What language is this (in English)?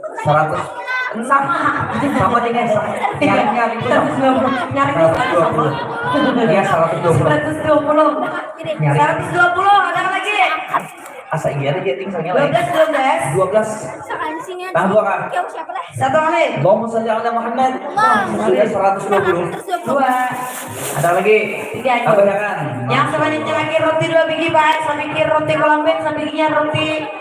Banjar